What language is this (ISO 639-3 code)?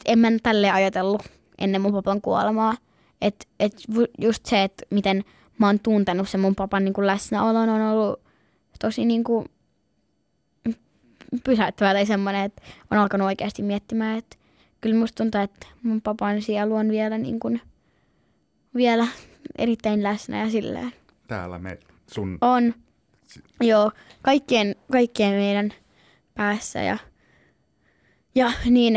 fin